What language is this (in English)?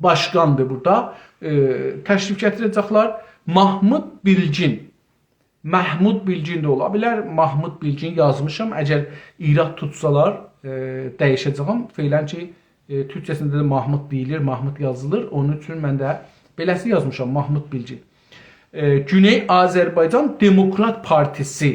South Azerbaijani